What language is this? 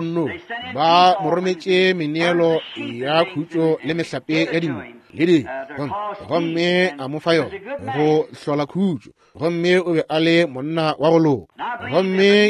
Northern Sotho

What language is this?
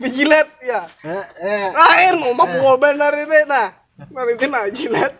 Banjar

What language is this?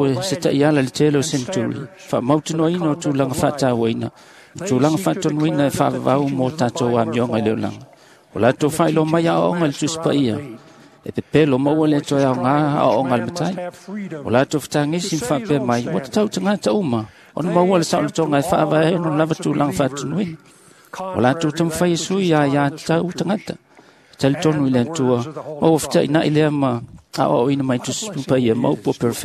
Samoan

